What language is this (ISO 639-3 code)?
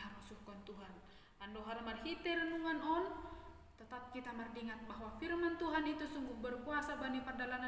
bts